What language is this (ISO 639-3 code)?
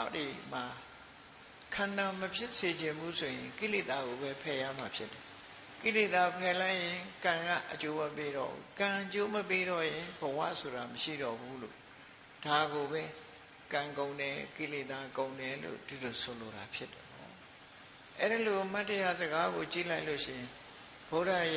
mya